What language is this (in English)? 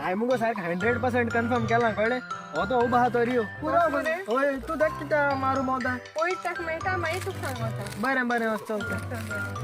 Konkani